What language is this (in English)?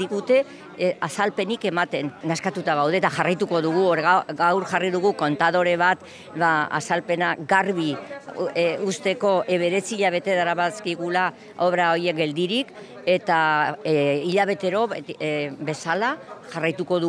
Basque